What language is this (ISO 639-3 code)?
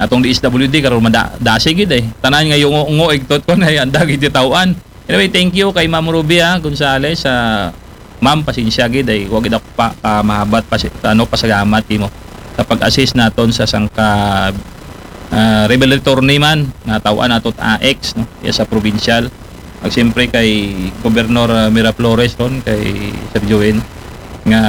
akl